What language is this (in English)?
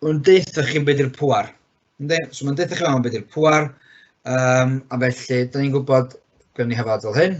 Welsh